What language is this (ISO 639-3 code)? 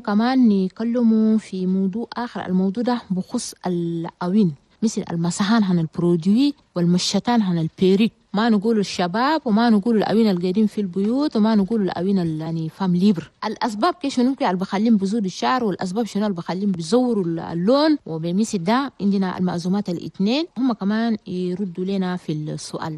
shu